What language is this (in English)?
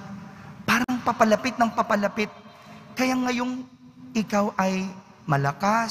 Filipino